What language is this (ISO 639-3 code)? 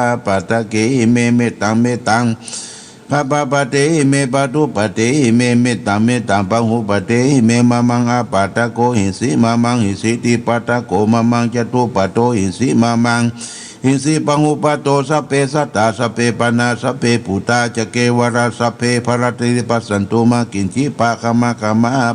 pli